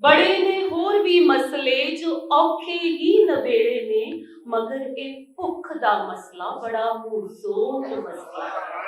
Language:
Western Panjabi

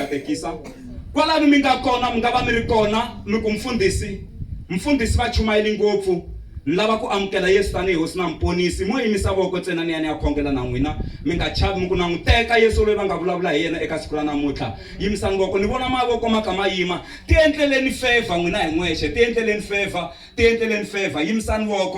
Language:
Tsonga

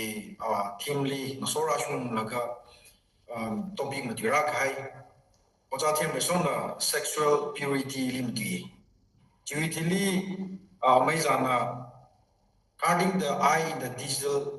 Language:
Tangkhul Naga (India)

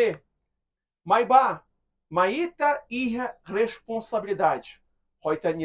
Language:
Tetum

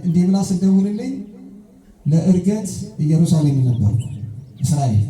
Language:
Amharic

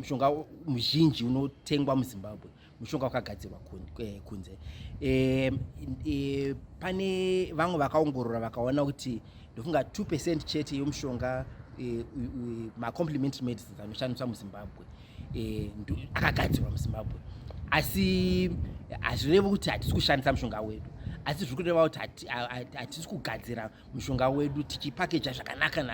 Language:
Shona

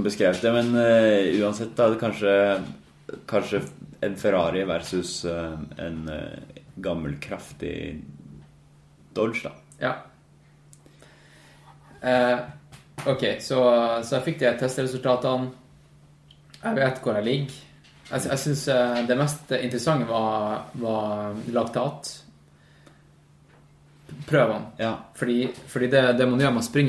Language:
Norwegian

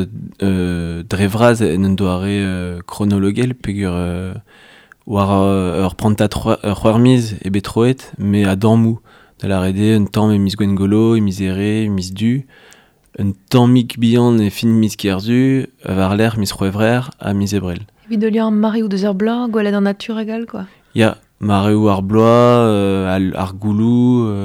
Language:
Breton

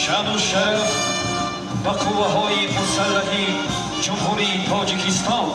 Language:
Tajik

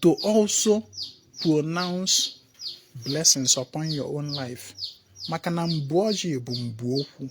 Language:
Igbo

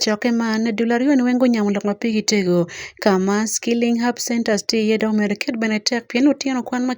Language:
Acoli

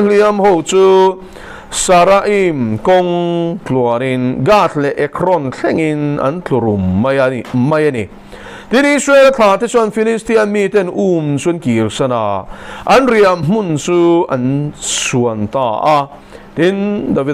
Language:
Mizo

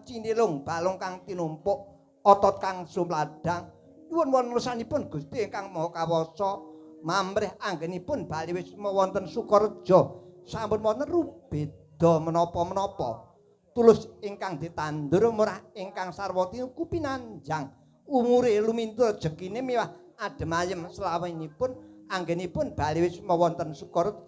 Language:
Javanese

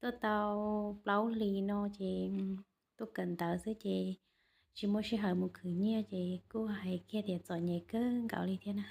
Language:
Hmong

